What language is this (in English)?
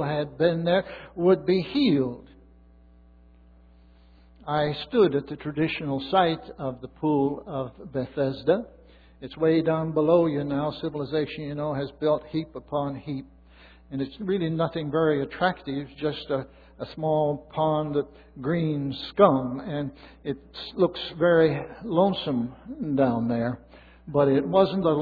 English